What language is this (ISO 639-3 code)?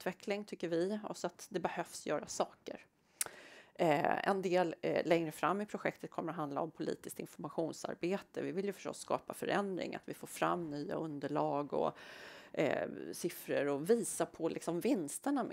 swe